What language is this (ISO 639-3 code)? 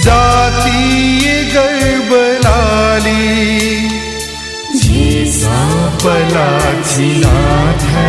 new